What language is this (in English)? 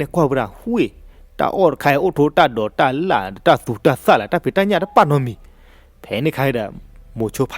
S'gaw Karen